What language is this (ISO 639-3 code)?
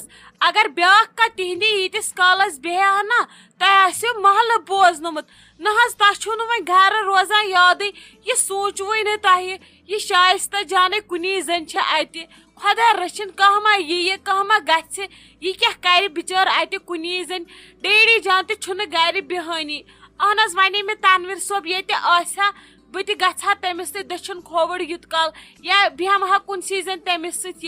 kas